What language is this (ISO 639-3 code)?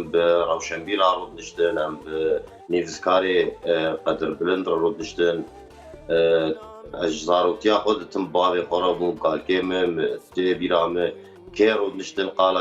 kur